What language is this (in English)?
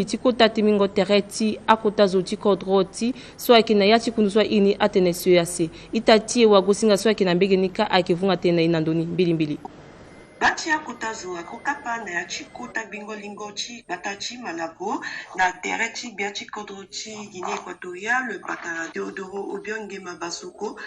Sango